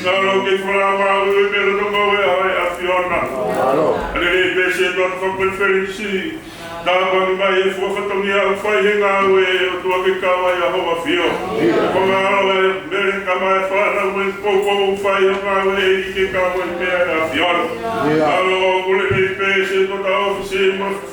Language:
Tongan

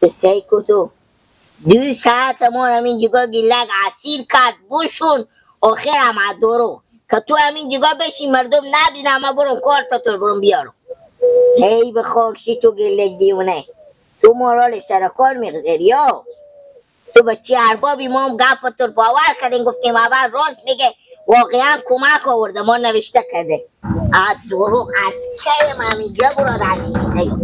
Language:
Persian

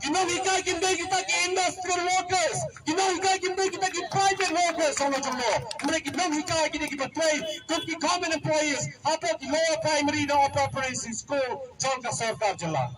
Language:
Khasi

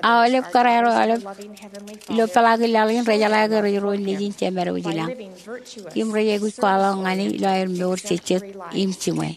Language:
Marshallese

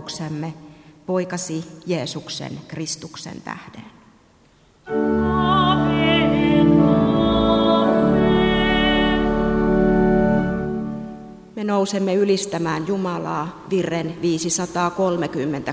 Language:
Finnish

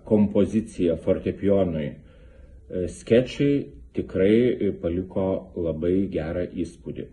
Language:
Lithuanian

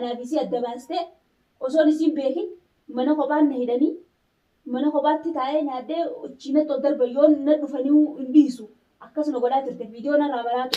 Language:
Oromo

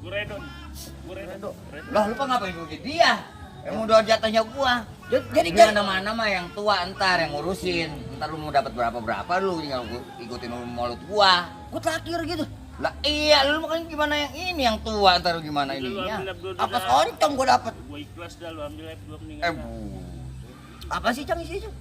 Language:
Betawi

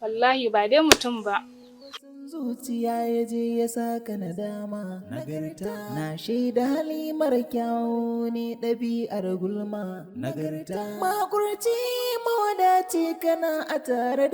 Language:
Hausa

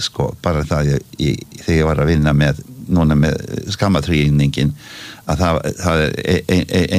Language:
Icelandic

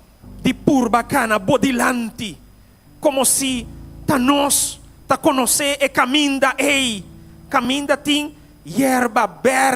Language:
Papiamento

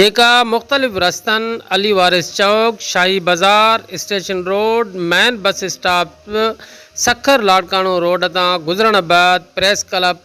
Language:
Sindhi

